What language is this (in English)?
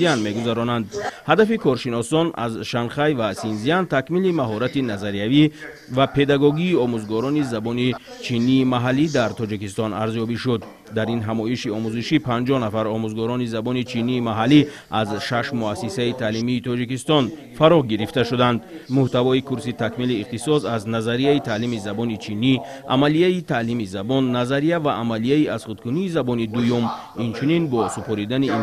Tajik